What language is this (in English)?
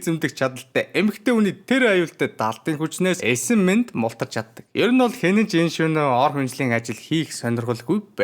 Mongolian